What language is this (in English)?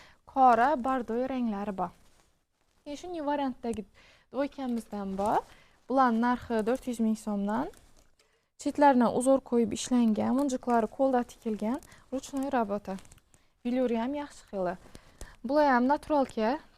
Uzbek